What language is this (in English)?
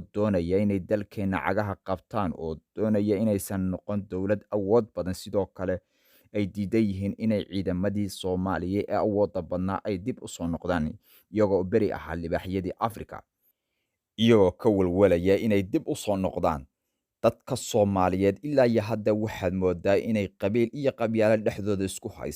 Somali